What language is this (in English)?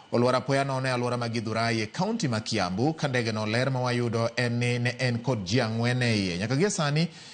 Luo (Kenya and Tanzania)